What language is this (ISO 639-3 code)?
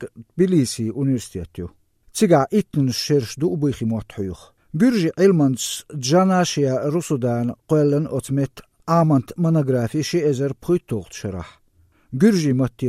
che